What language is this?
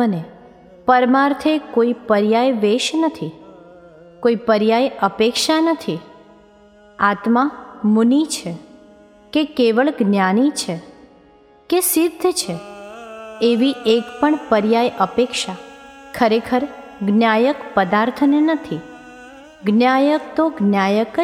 Gujarati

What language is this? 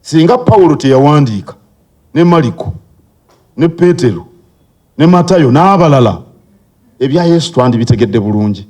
Ganda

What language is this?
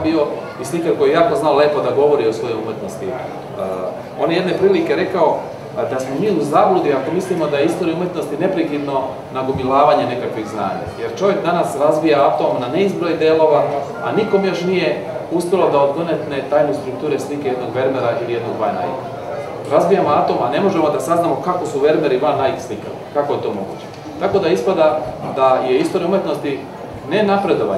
Serbian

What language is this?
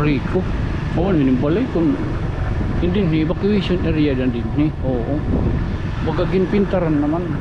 Waray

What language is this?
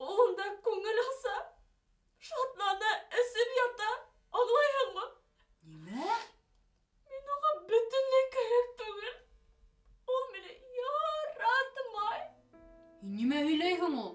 Bashkir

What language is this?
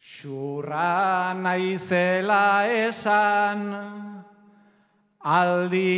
Basque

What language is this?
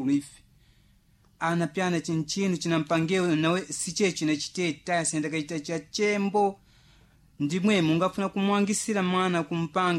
Sena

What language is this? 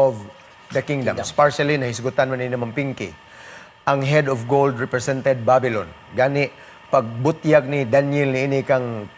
Cebuano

